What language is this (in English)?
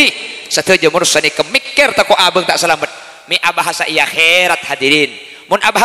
Madurese